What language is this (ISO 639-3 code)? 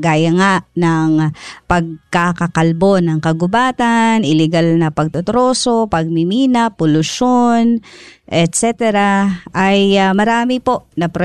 fil